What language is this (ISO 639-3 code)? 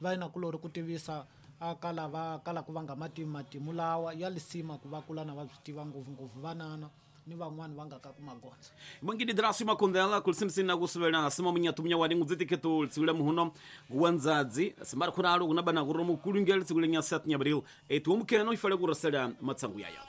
tso